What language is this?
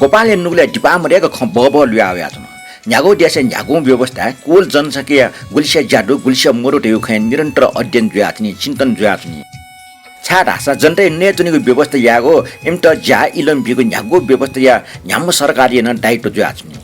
Newari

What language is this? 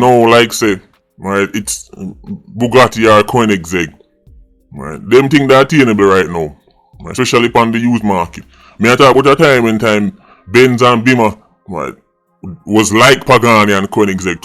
Jamaican Creole English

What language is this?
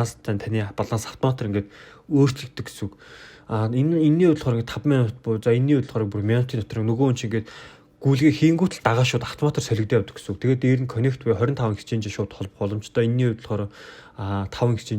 Mongolian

